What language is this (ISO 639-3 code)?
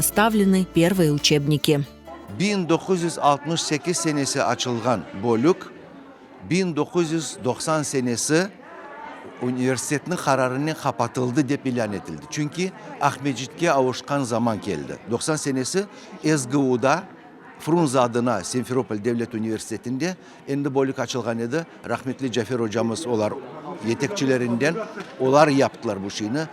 crh